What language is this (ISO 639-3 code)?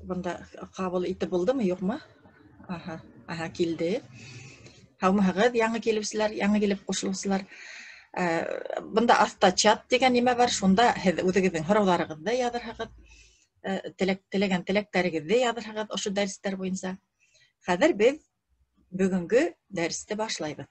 bak